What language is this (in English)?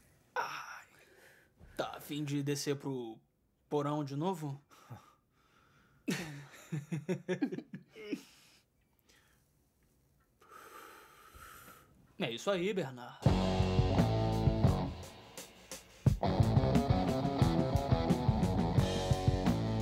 Portuguese